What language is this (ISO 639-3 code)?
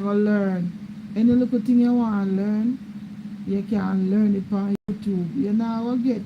jam